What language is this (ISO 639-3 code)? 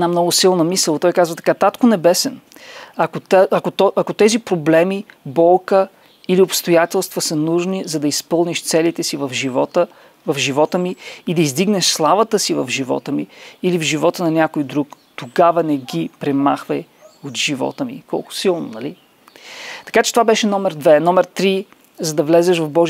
bul